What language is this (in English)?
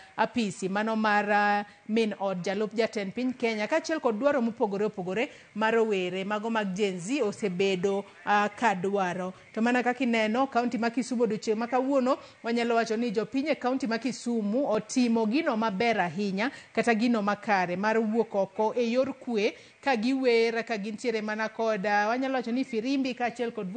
Luo (Kenya and Tanzania)